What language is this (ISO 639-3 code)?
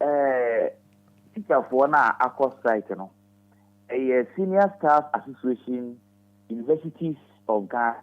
aka